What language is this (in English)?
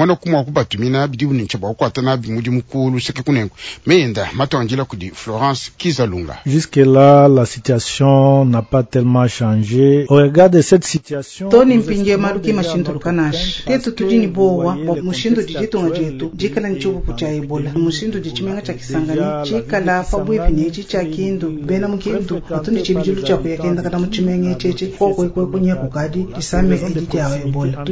Luba-Lulua